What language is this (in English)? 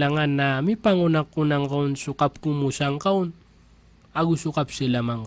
Maranao